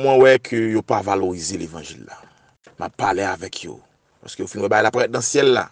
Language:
Haitian Creole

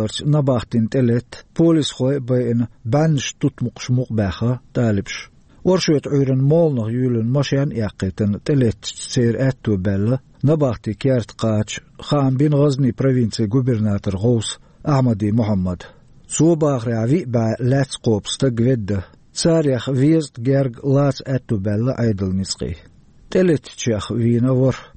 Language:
Chechen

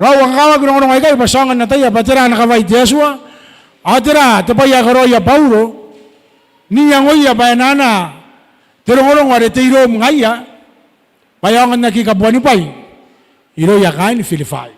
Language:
Gilbertese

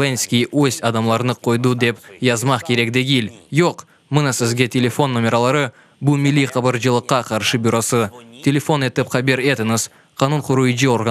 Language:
Crimean Tatar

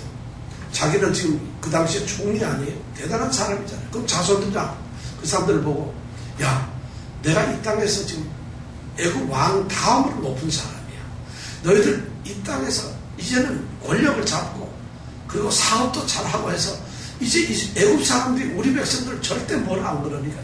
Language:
Korean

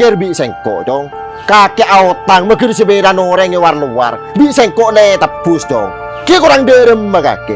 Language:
Madurese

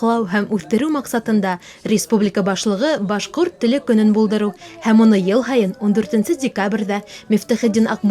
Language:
Bashkir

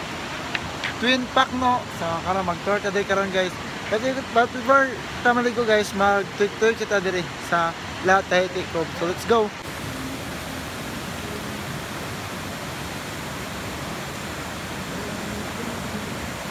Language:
Cebuano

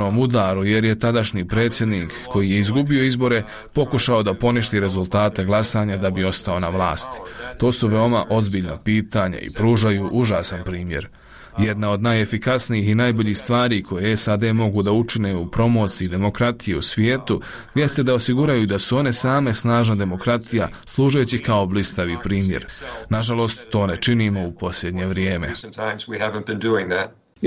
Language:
Bosnian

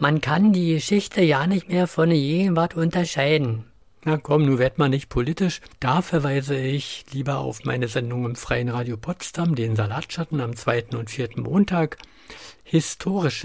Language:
German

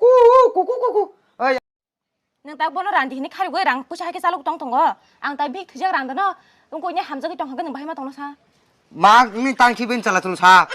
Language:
Kok Borok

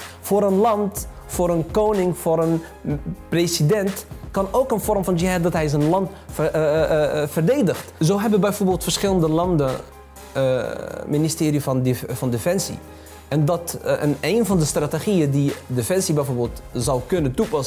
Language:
Dutch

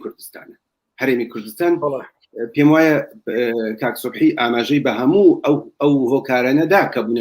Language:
Central Kurdish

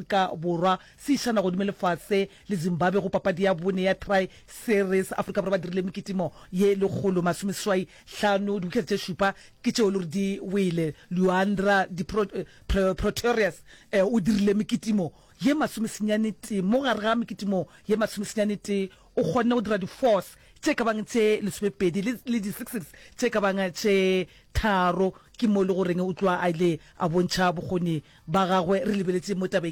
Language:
Northern Sotho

